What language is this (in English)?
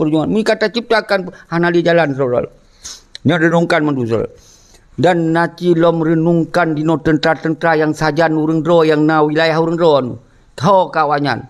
Achinese